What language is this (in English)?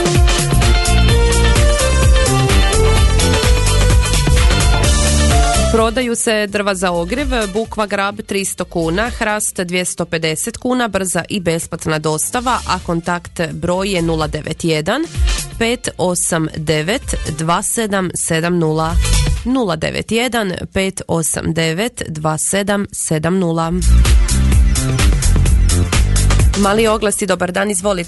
Croatian